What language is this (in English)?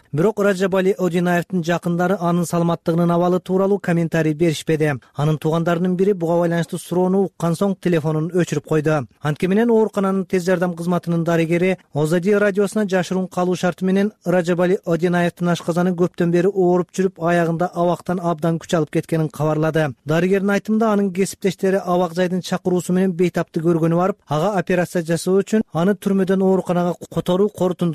Kyrgyz